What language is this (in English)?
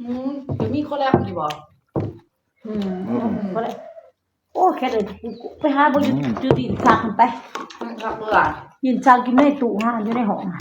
Northeastern Thai